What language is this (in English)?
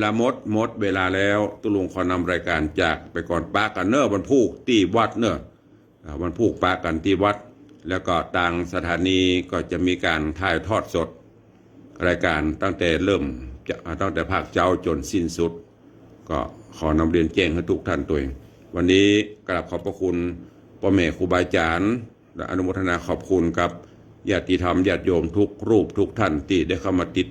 Northern Thai